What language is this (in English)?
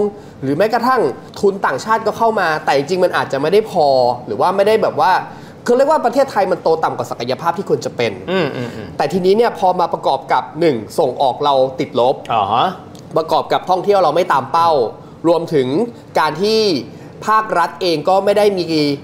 Thai